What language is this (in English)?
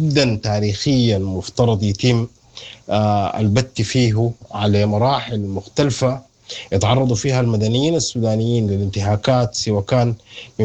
Sudanese Arabic